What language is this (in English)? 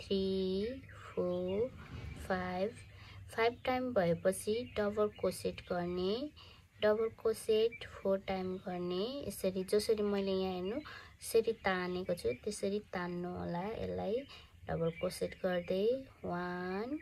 Nepali